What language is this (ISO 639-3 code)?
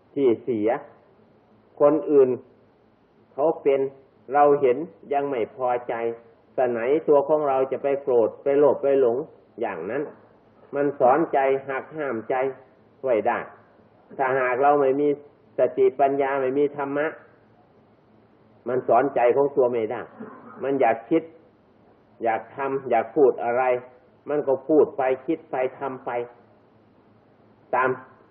tha